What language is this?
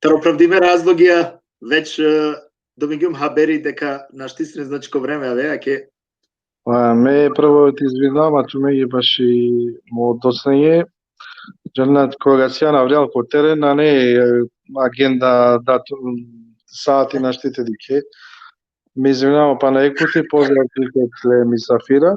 Balkan Romani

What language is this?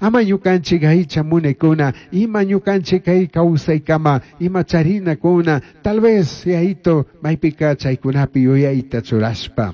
Chimborazo Highland Quichua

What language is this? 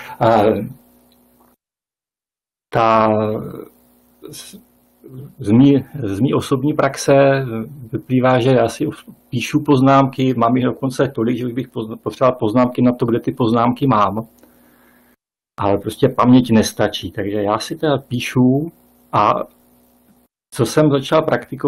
Czech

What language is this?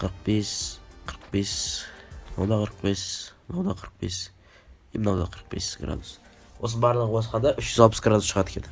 Kazakh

